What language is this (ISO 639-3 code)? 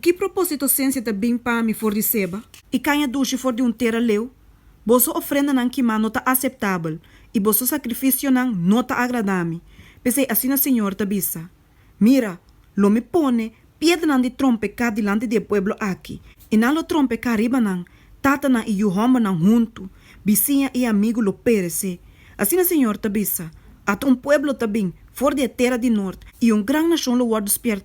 pap